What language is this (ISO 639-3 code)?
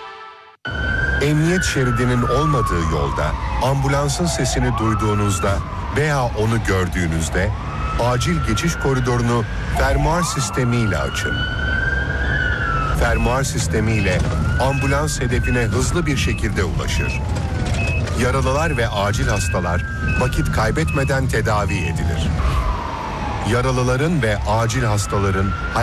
tur